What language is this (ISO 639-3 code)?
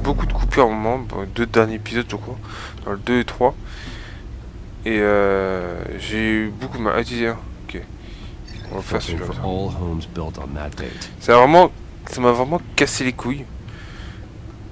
fra